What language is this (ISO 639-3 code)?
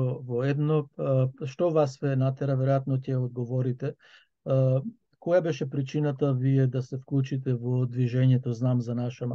mkd